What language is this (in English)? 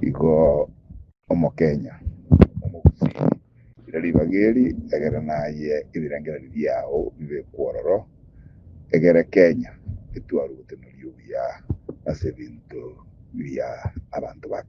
Gusii